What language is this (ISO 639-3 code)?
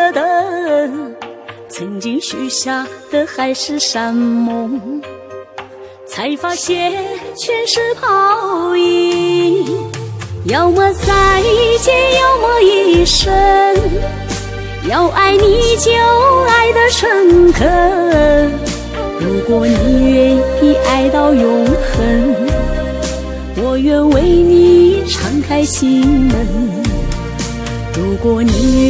zho